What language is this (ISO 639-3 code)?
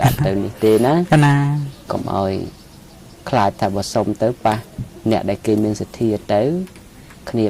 khm